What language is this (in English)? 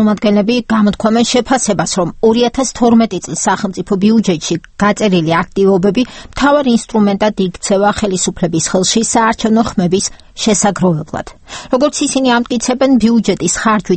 Georgian